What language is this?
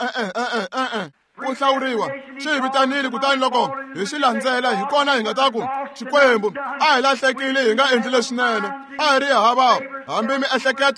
Tsonga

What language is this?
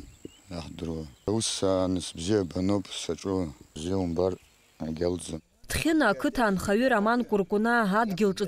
Abkhazian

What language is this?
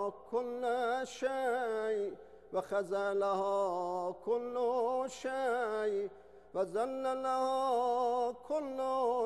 Urdu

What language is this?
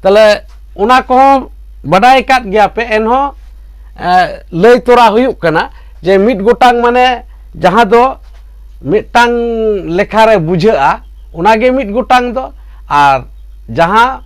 Santali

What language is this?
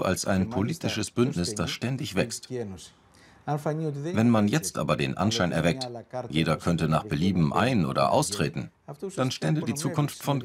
German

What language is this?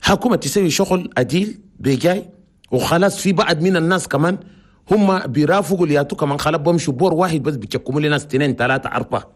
Chadian Arabic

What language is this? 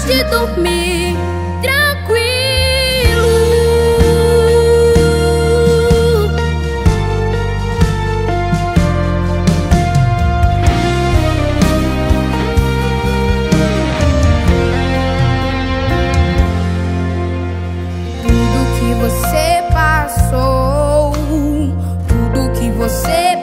Portuguese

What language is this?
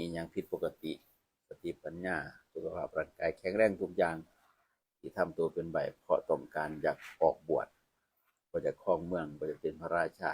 Northeastern Thai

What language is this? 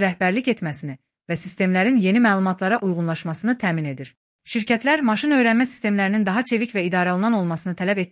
Azerbaijani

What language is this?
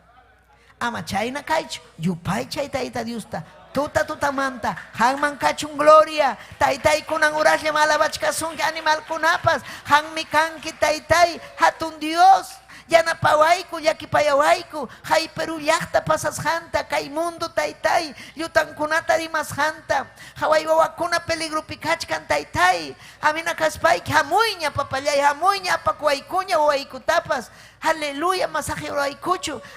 Ayacucho Quechua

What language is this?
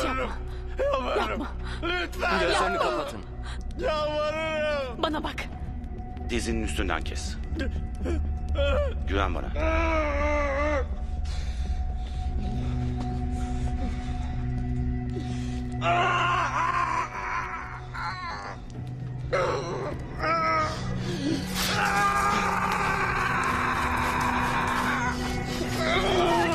Turkish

